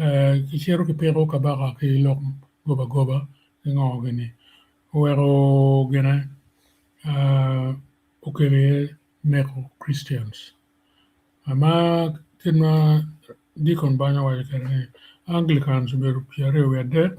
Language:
Acoli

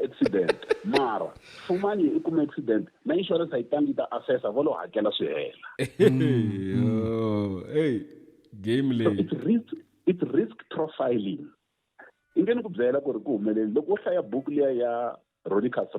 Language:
Tsonga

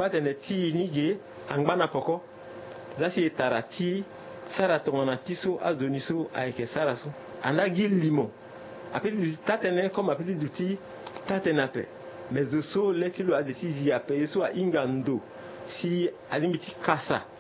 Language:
Sango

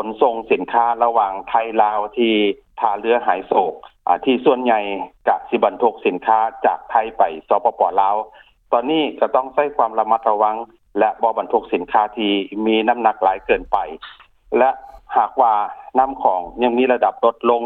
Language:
Lao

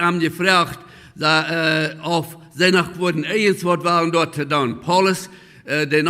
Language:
Plautdietsch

